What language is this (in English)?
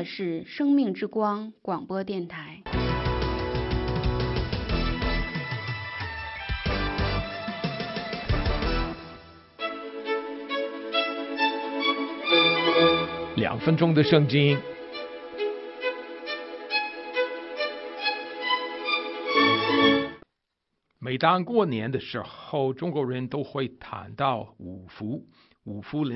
Chinese